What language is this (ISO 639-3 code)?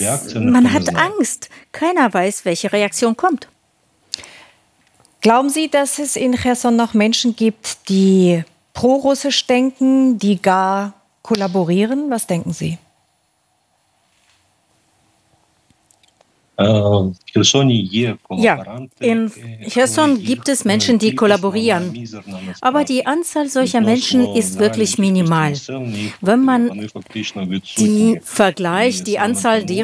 deu